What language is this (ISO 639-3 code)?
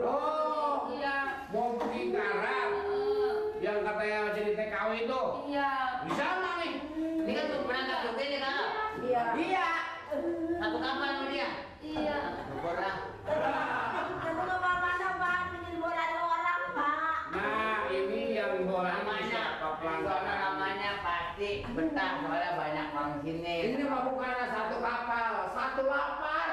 bew